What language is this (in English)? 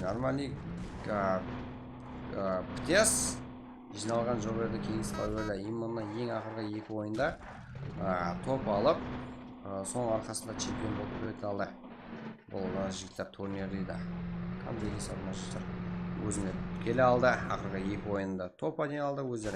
Kara-Kalpak